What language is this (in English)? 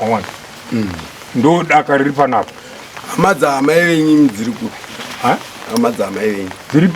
Shona